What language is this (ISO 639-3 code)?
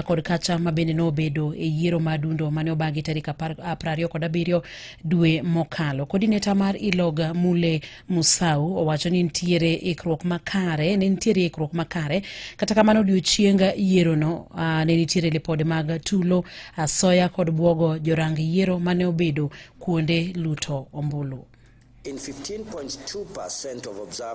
luo